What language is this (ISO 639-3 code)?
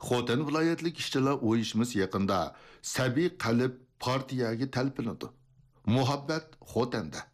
uig